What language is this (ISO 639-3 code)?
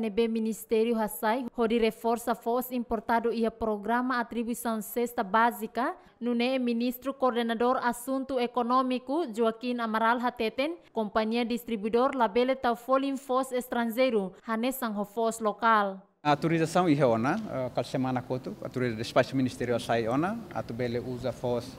tet